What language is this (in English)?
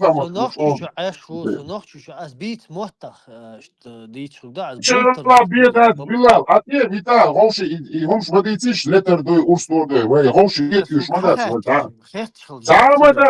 Chechen